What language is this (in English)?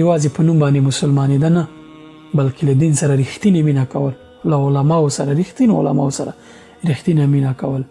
Pashto